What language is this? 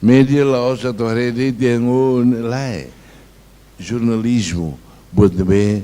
Tetum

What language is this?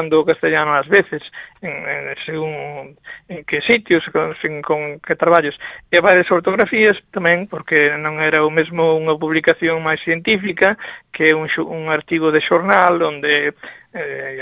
Galician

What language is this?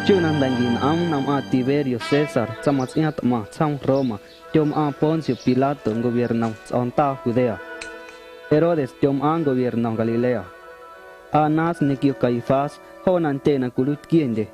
Guerrero Amuzgo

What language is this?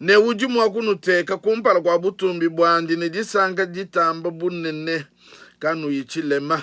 Luba-Lulua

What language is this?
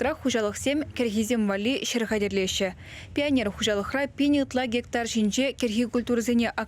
Chuvash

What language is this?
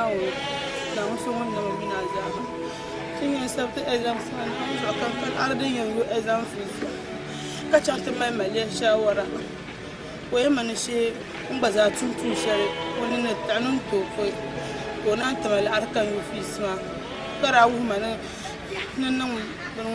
Dagbani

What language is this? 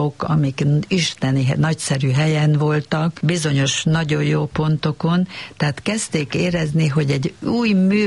Hungarian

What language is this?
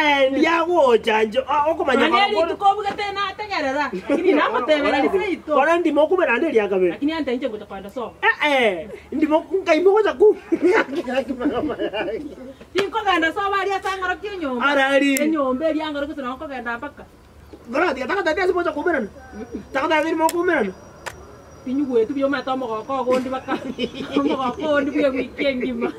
Gusii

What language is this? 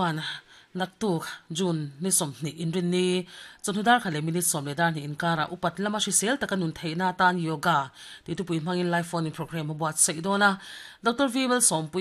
Mizo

